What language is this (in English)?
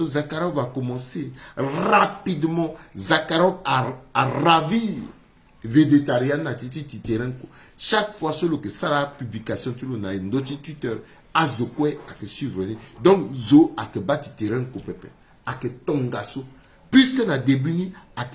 Sango